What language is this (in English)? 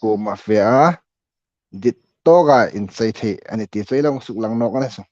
Hmar